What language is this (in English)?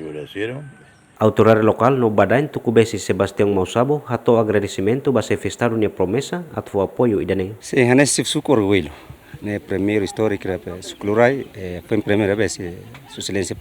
Tetum